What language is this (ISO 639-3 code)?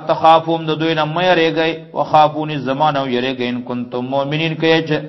pus